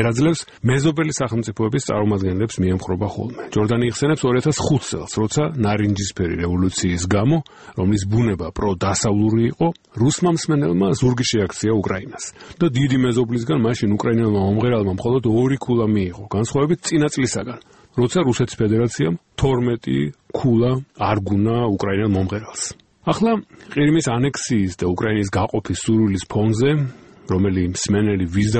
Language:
Georgian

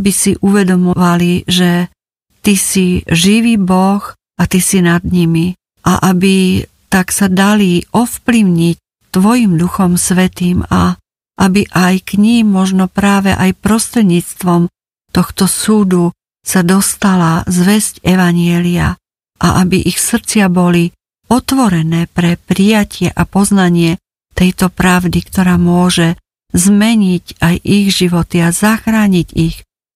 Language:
Slovak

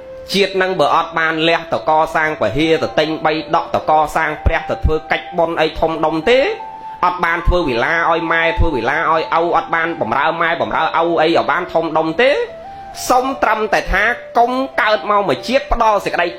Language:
Khmer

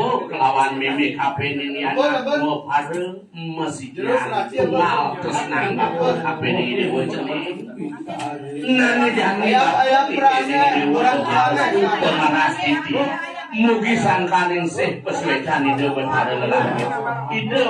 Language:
Balinese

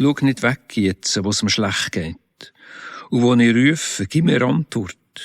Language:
Swiss German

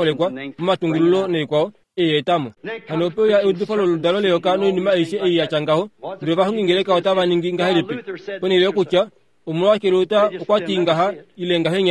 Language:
Kuanyama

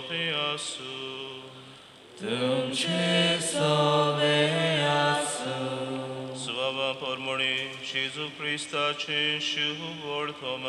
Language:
Konkani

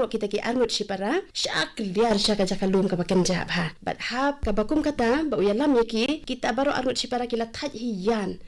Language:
Khasi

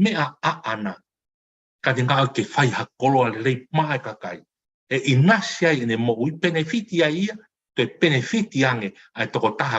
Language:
Tongan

